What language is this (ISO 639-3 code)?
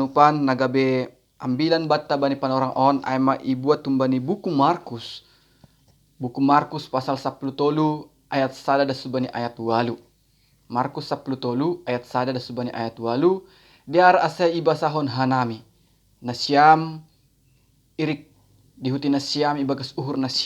bts